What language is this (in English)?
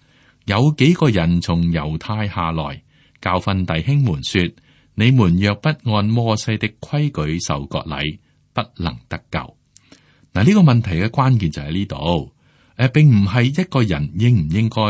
Cantonese